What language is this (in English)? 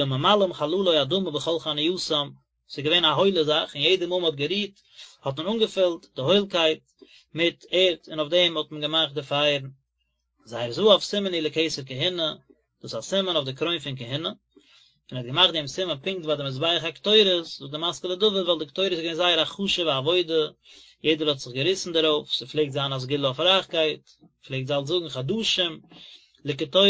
Yiddish